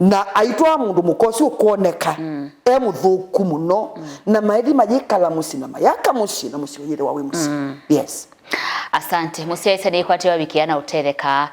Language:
Kamba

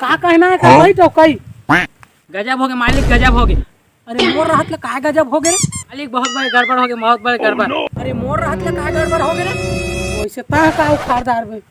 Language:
Chhattisgarhi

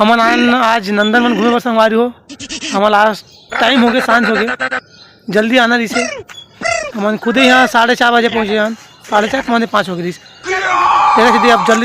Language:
Chhattisgarhi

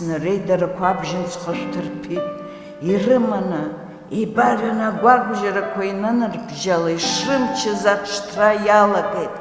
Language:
Abkhazian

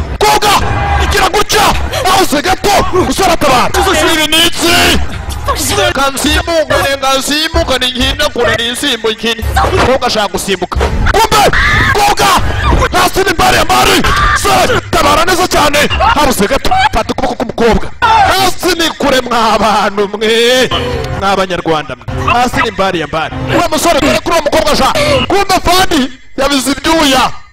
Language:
Kinyarwanda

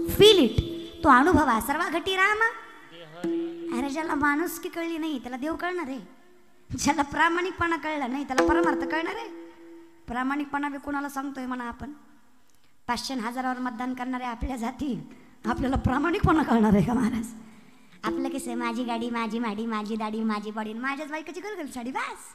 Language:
Marathi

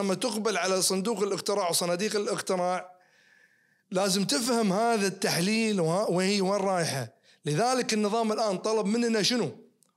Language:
Najdi Arabic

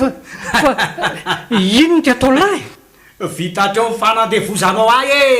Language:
Malagasy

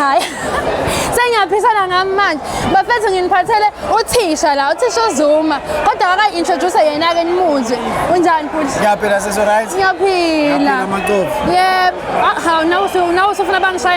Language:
Zulu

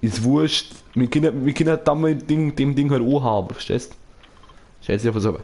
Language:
Bavarian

